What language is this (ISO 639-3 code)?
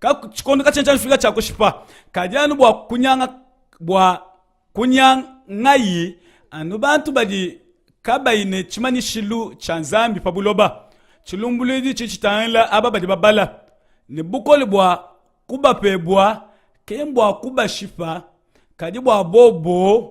lua